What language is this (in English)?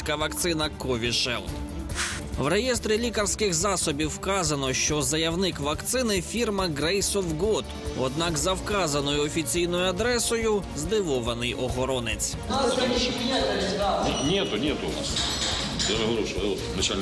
Ukrainian